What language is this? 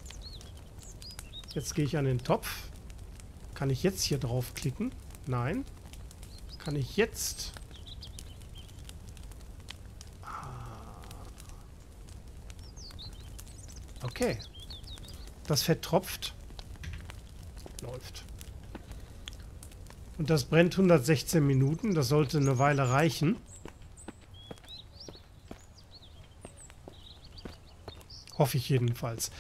German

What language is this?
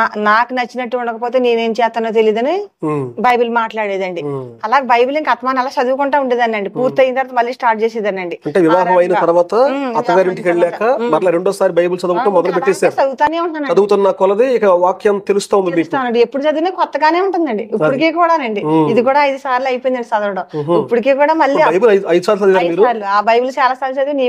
Telugu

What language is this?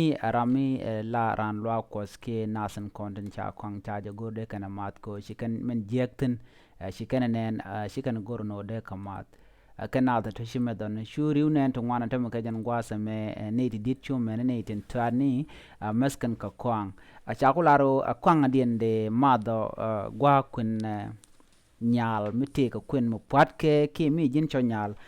Nuer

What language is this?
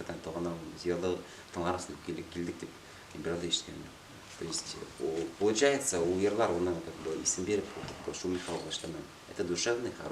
Bashkir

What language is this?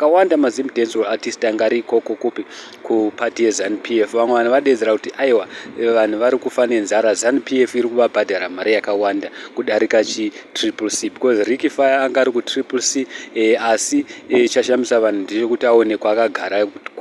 Shona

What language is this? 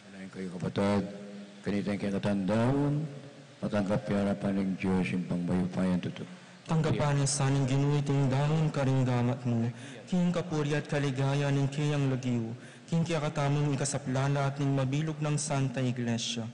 Pampanga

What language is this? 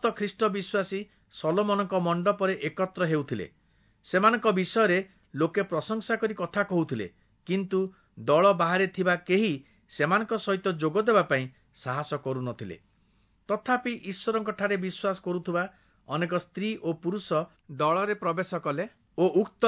Odia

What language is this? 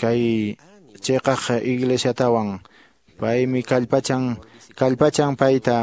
Quechua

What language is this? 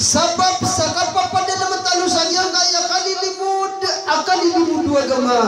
Maranao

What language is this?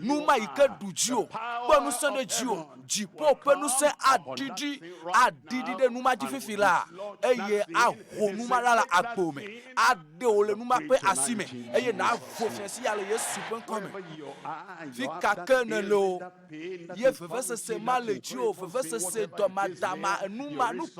Ewe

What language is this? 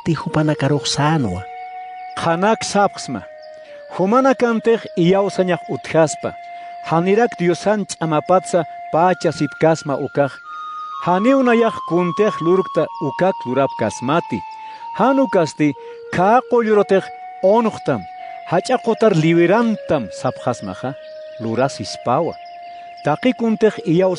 Aymara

